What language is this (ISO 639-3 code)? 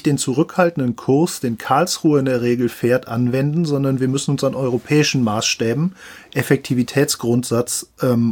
deu